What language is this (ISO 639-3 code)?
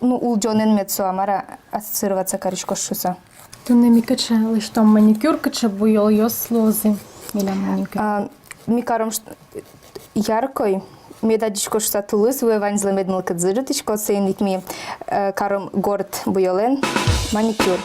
udm